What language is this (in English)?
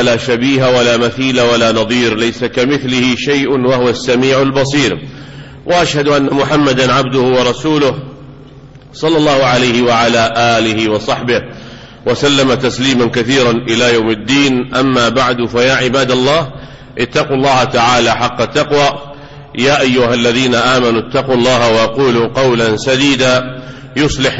Arabic